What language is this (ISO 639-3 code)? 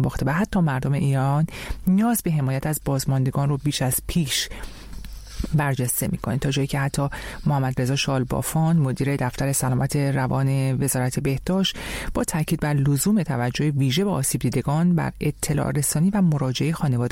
fas